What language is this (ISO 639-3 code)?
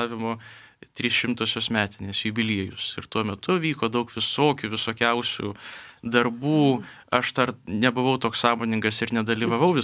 lit